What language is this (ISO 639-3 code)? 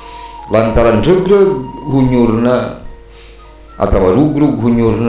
sun